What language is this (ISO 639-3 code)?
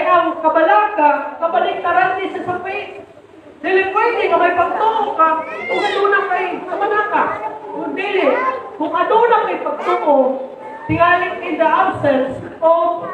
ceb